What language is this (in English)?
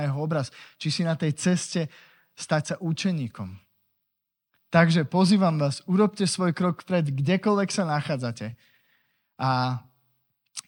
Slovak